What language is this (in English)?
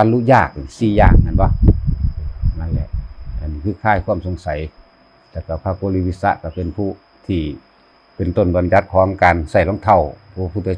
Northeastern Thai